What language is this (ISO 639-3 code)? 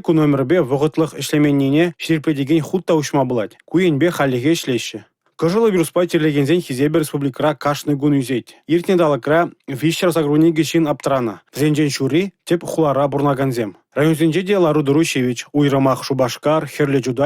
chv